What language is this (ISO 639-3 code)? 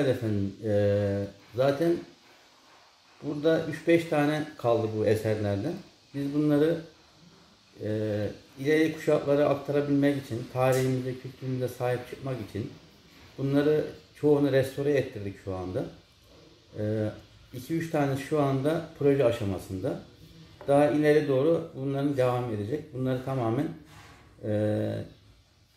tur